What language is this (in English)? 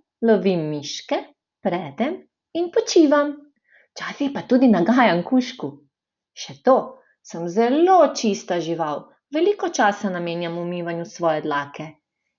Slovenian